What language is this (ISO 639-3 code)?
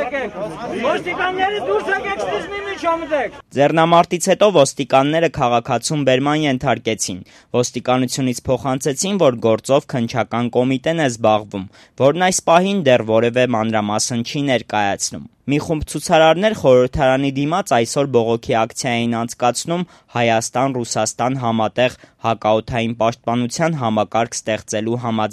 hye